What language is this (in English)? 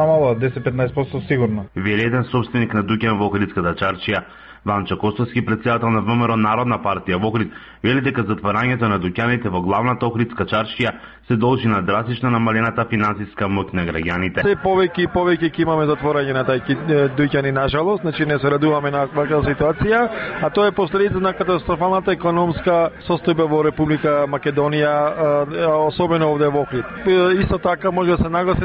Macedonian